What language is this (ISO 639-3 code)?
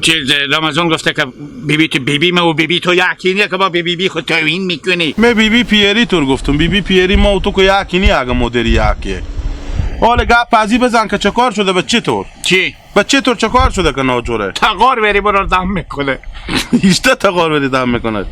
haz